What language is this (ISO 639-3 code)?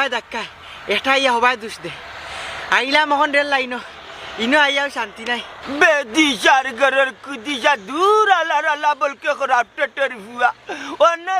syl